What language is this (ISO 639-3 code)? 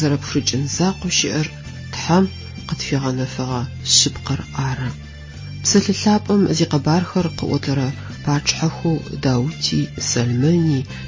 ady